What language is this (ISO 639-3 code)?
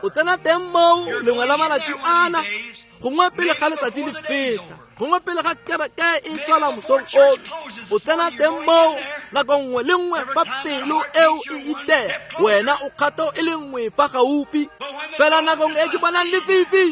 tsn